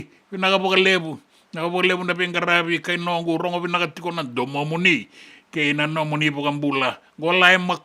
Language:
Fijian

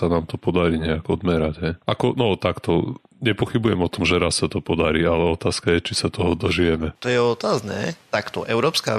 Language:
Slovak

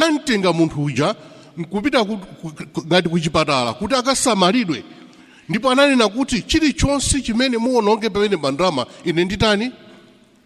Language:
Nyanja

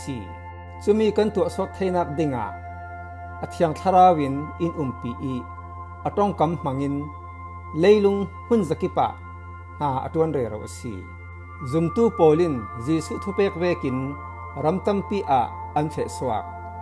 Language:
Falam Chin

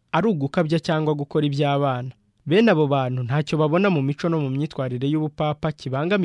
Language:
Kinyarwanda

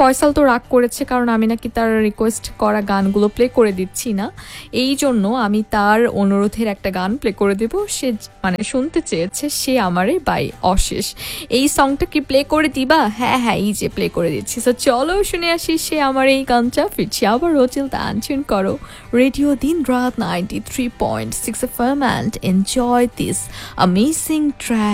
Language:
Bangla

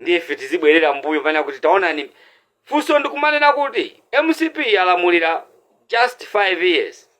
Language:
Nyanja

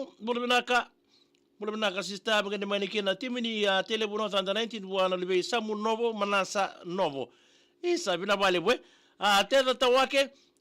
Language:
Fijian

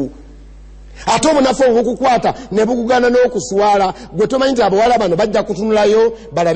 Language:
Ganda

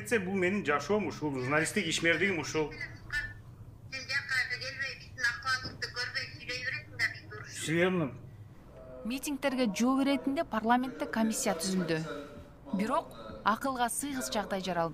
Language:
Kyrgyz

